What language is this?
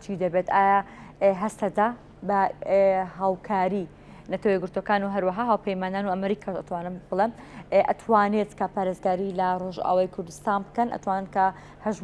Central Kurdish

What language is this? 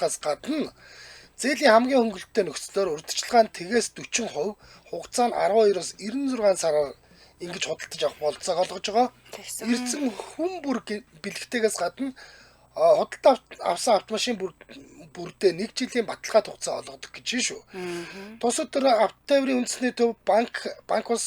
Mongolian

